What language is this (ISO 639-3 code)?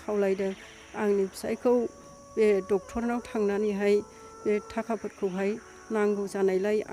brx